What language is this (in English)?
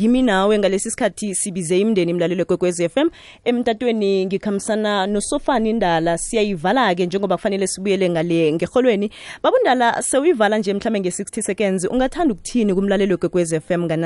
South Ndebele